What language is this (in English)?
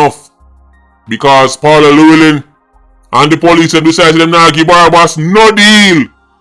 Jamaican Creole English